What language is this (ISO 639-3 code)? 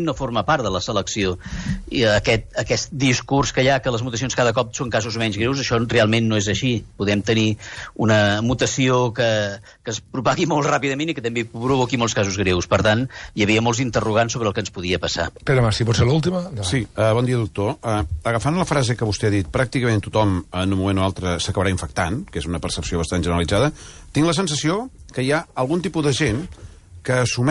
cat